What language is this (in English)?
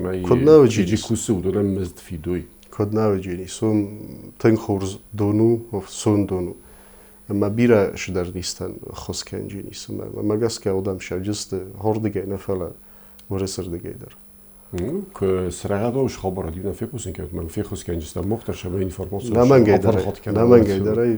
Ossetic